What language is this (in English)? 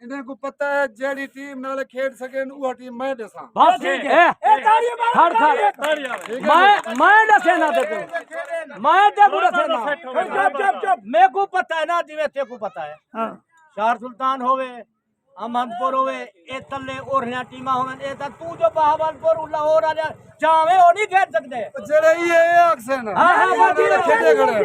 Saraiki